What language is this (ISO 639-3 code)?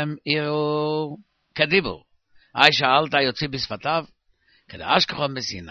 heb